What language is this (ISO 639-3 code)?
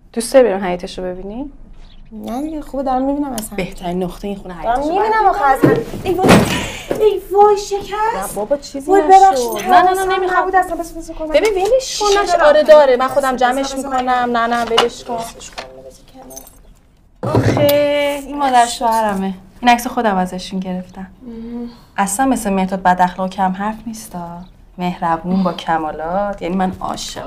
fas